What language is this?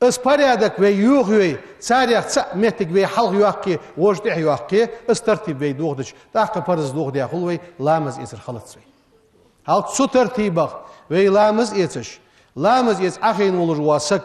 Ingush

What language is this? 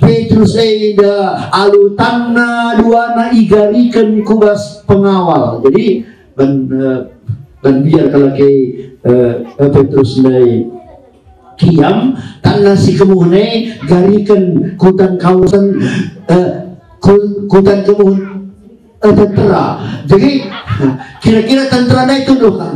Batak Karo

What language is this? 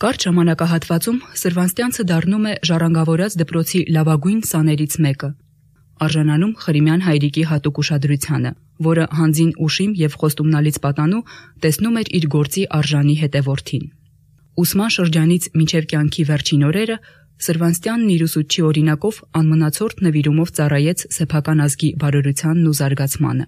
Armenian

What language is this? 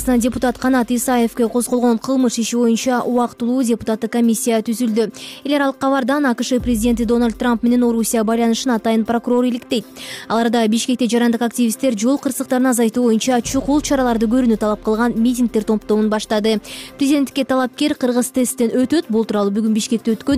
Kyrgyz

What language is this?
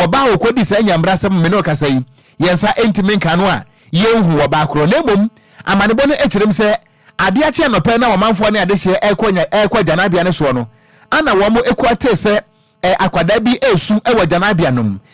Akan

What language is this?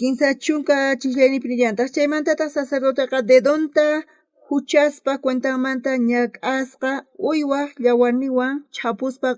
South Bolivian Quechua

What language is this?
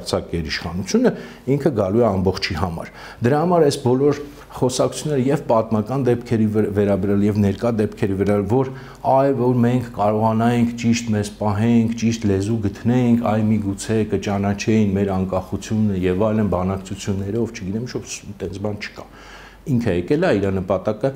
Armenian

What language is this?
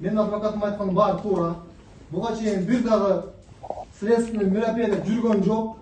Kyrgyz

